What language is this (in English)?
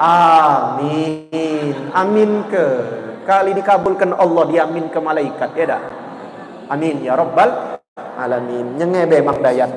Musi